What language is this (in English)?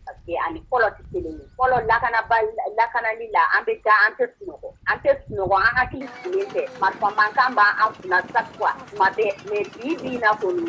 Bambara